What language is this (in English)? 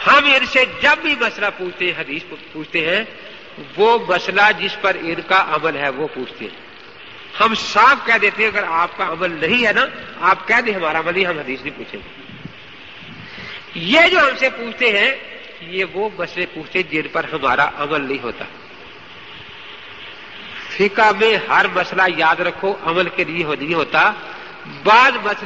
Urdu